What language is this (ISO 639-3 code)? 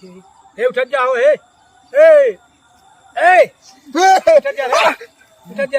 awa